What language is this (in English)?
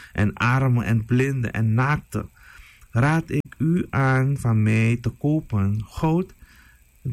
Dutch